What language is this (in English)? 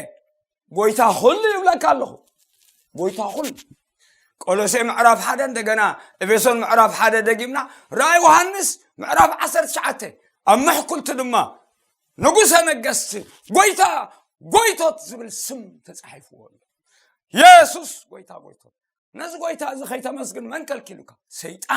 Tigrinya